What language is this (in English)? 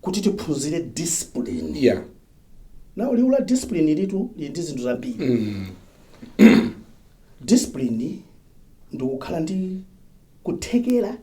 Nyanja